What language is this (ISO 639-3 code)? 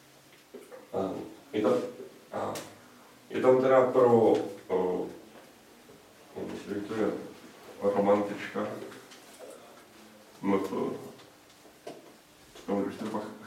ces